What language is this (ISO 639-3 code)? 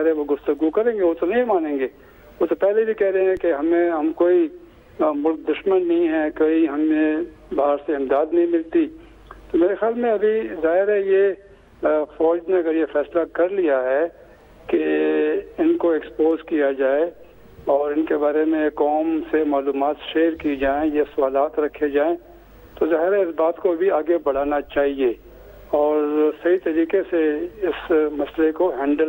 urd